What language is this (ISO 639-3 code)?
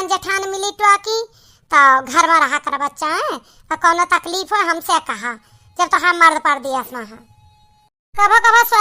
awa